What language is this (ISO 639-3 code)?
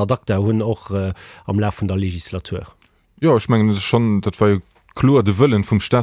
ltz